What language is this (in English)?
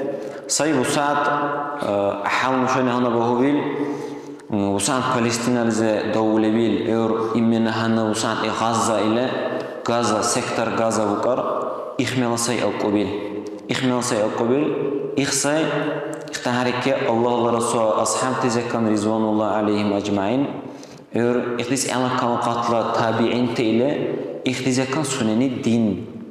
Dargwa